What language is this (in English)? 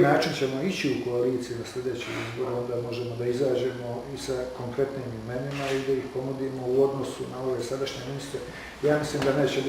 Bosnian